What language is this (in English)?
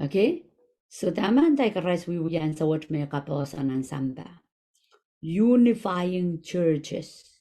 Pohnpeian